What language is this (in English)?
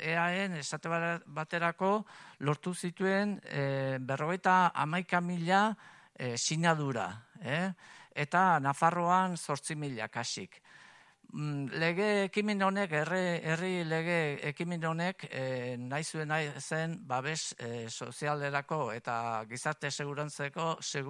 Basque